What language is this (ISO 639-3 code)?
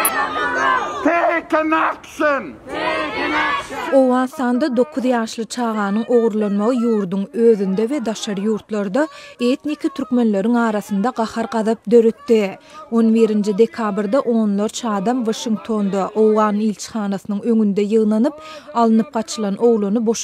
tuk